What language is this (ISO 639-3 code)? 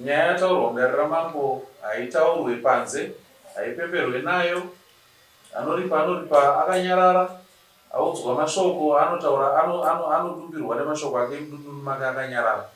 sna